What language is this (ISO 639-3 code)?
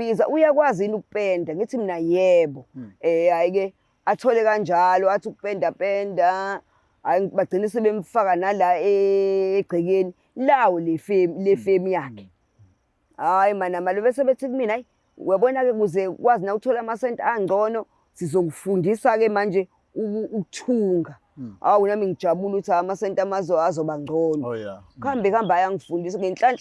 zul